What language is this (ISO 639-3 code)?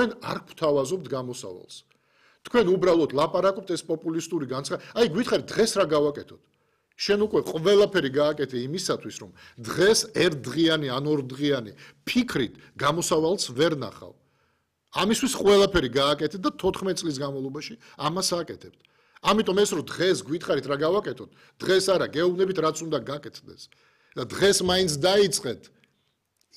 kat